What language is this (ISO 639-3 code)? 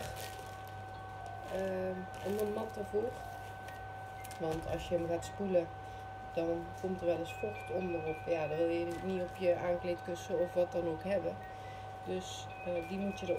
nld